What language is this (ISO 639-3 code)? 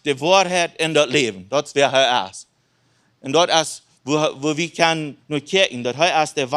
pdt